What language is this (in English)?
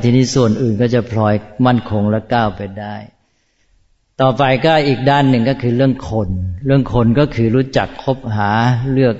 Thai